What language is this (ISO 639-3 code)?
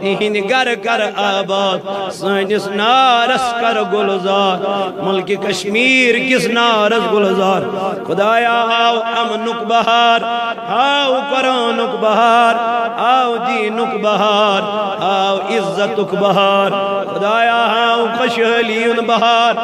kas